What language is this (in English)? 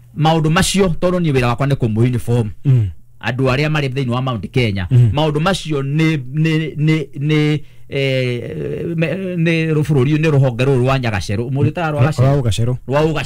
Kikuyu